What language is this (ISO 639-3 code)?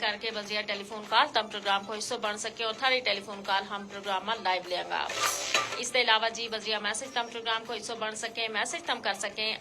gju